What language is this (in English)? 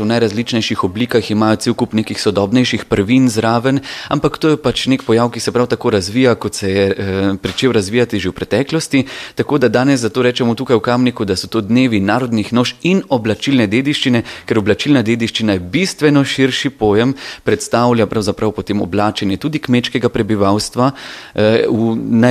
Slovenian